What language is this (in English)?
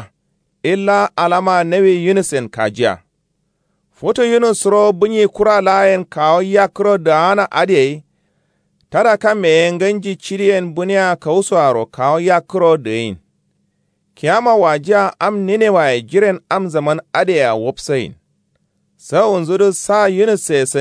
Kanuri